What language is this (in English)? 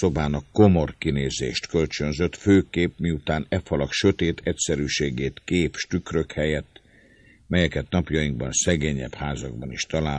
Hungarian